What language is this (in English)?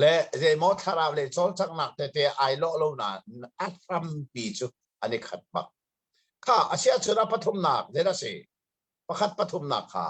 Hakha Chin